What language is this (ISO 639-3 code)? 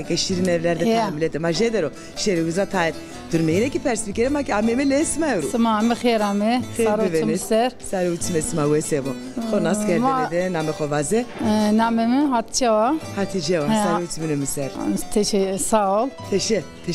zza